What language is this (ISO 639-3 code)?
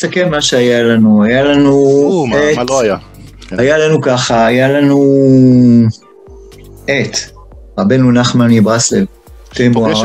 heb